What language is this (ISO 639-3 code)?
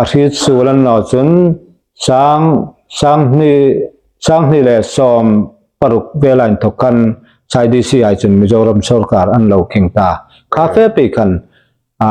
hmr